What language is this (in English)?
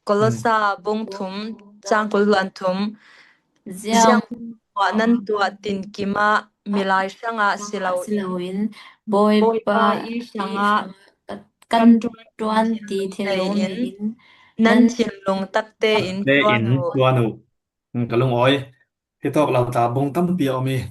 Falam Chin